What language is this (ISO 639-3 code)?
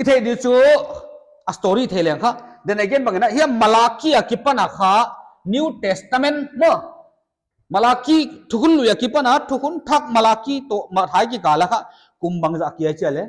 pck